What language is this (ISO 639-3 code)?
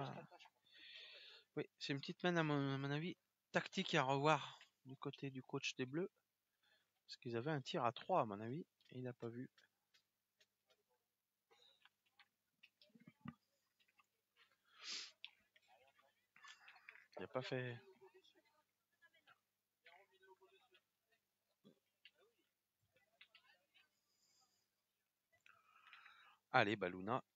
fra